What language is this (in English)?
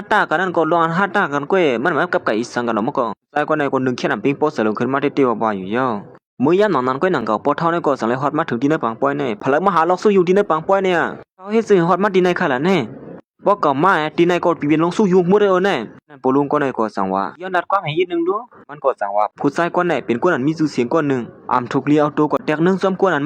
Shan